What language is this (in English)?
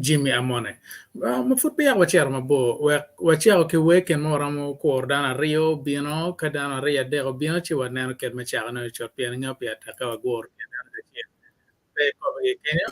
Acoli